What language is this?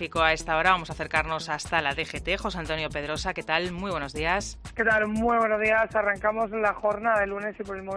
Spanish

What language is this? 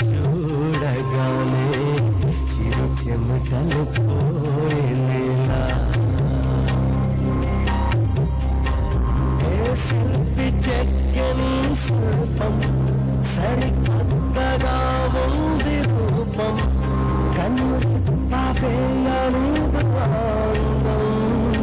Telugu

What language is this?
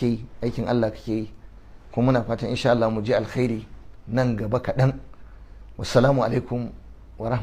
Hausa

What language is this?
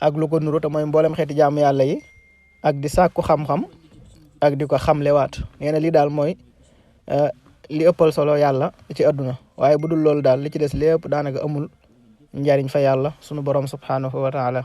Wolof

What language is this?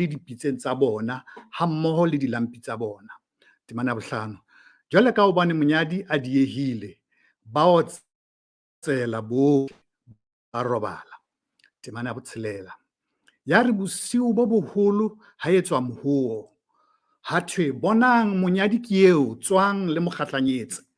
Southern Sotho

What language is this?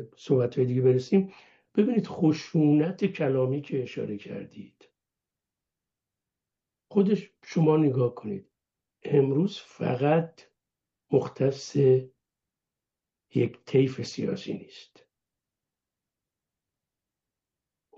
Persian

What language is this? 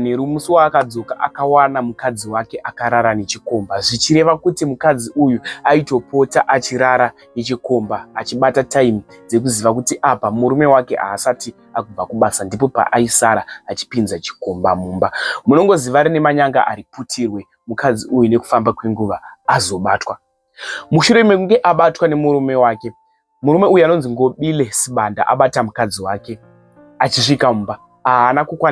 Shona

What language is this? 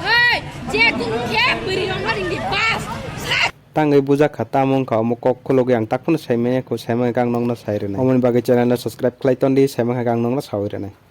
Kok Borok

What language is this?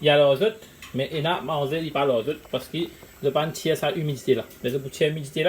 Morisyen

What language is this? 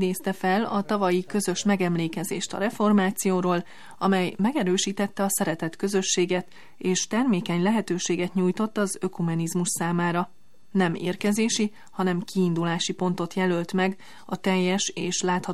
Hungarian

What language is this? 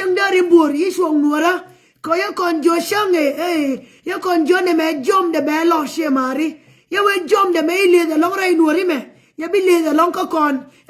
Nuer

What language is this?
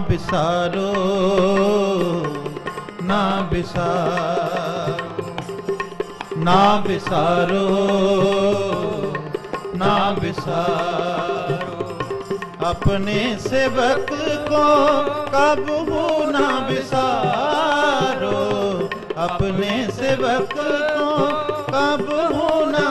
Punjabi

